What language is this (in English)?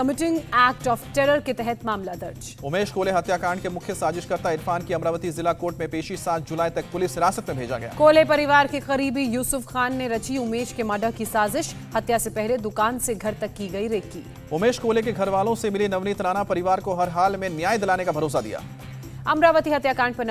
Hindi